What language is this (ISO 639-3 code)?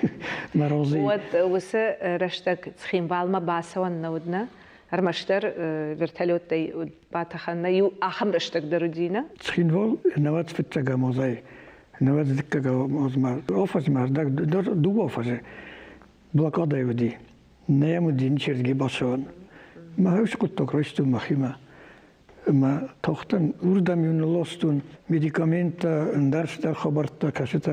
oss